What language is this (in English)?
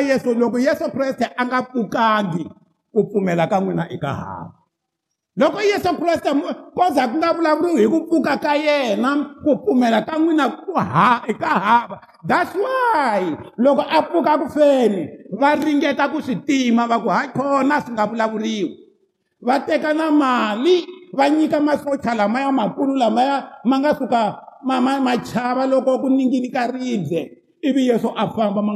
Tsonga